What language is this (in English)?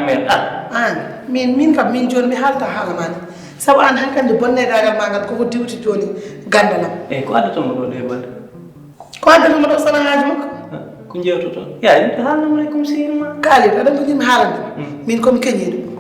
Fula